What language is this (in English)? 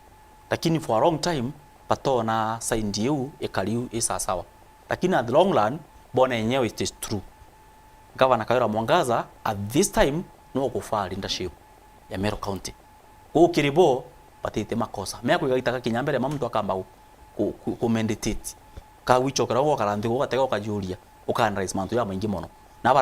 Meru